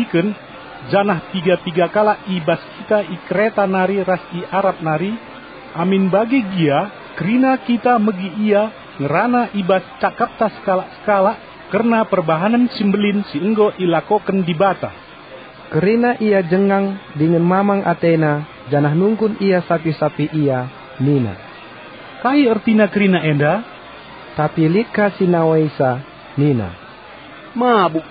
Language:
Batak Karo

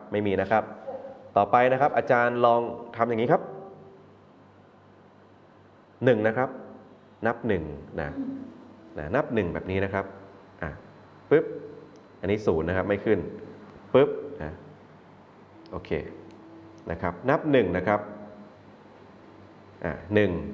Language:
Thai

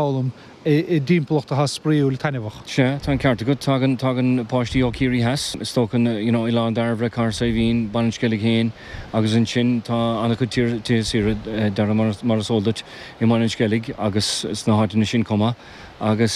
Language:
Irish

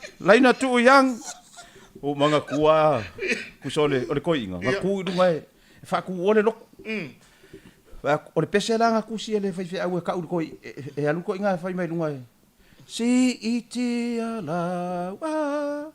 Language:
Samoan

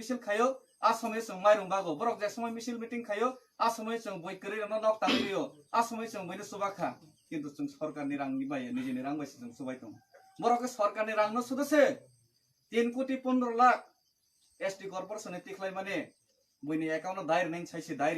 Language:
Kok Borok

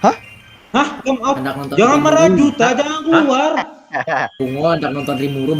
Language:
Banjar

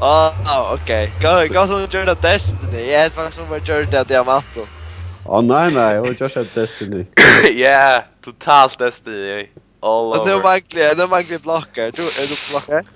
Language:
Faroese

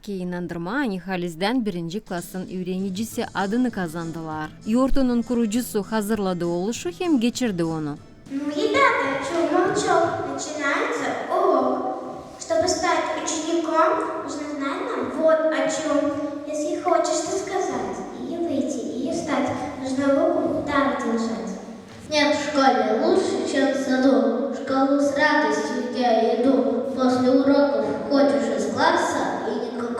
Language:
Gagauz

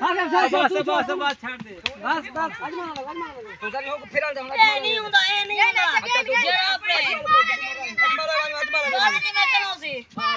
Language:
Saraiki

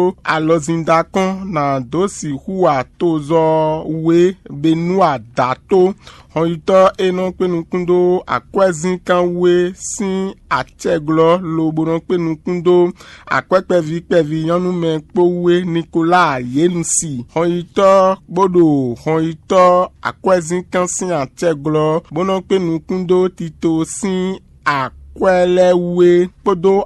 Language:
Fon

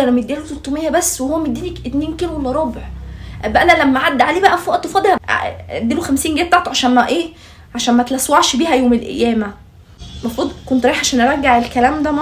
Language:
Egyptian Arabic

